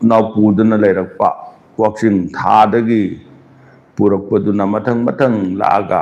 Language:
Manipuri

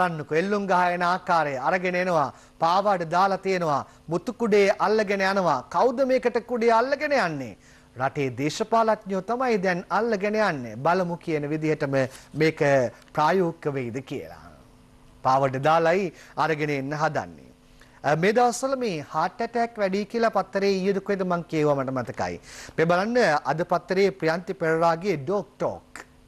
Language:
Sinhala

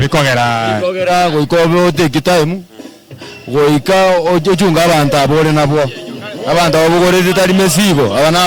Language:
Gusii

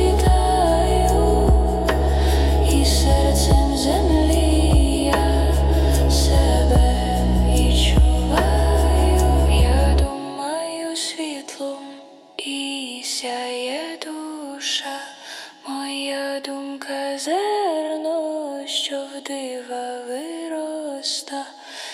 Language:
Ukrainian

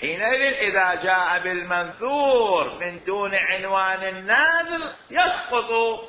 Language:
Mesopotamian Arabic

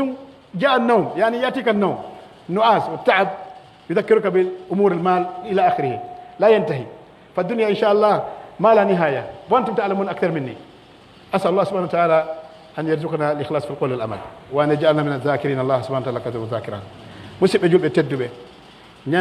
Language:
Pular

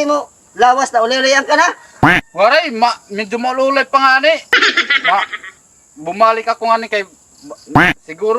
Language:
Waray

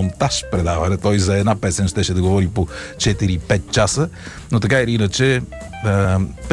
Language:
Bulgarian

